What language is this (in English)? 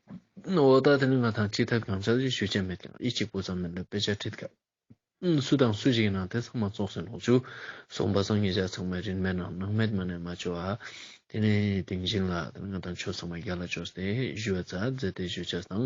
Ladakhi